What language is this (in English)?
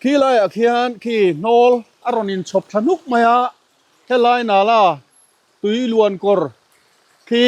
Mizo